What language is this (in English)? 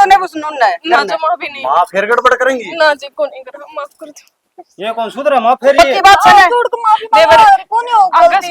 Haryanvi